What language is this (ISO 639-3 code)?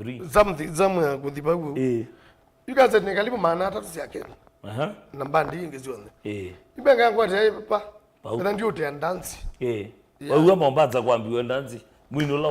kam